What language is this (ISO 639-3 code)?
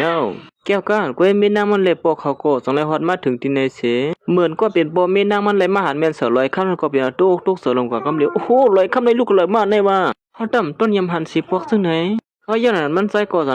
shn